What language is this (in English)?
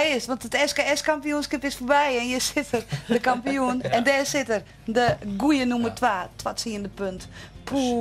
Western Frisian